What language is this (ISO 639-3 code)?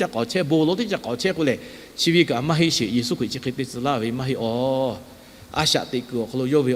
lhu